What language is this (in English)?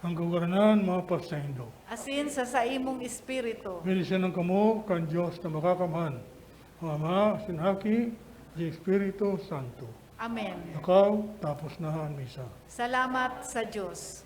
Bikol